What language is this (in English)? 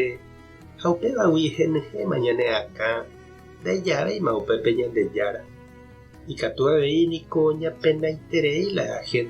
Guarani